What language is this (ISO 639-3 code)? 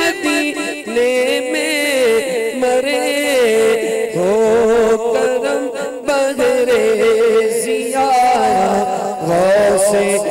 urd